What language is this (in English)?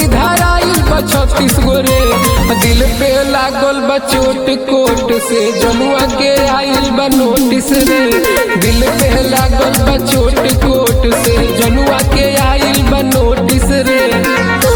Bhojpuri